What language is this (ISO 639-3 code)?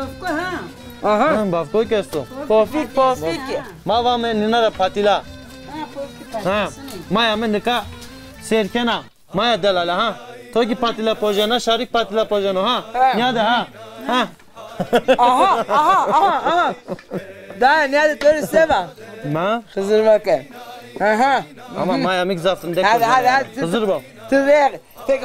zza